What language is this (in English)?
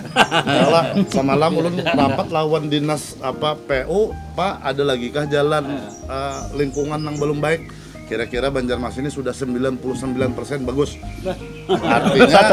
Banjar